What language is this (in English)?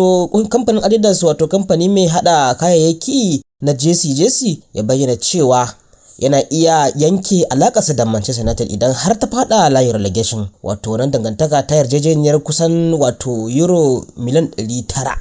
Hausa